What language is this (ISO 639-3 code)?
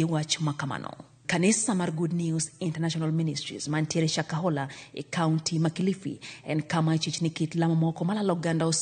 luo